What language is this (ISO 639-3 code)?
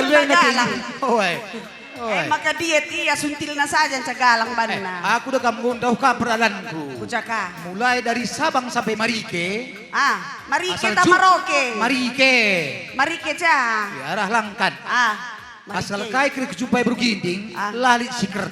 btx